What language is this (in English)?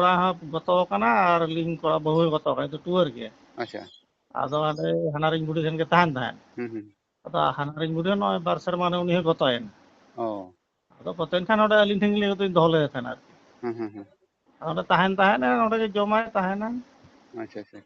Santali